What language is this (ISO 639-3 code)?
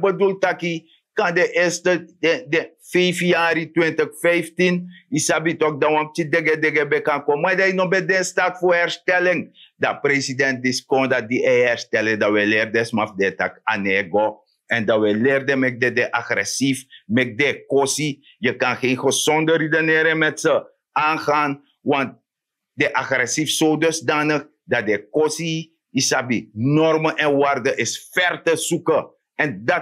srn